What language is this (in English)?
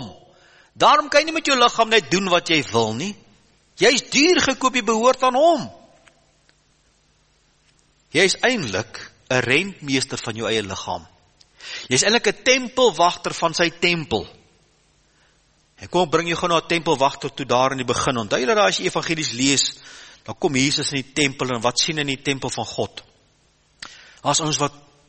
Afrikaans